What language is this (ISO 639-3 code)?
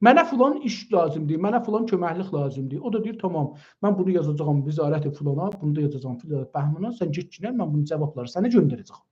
azb